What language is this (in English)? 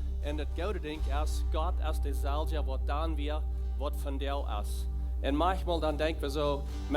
Plautdietsch